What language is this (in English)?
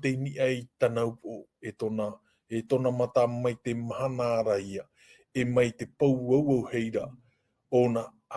Tahitian